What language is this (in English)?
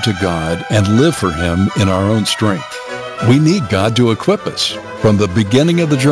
English